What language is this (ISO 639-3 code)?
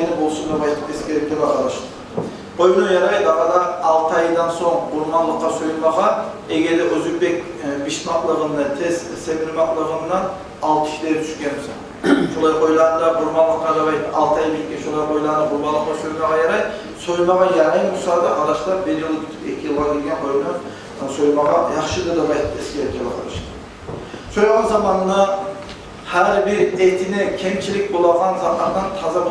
kum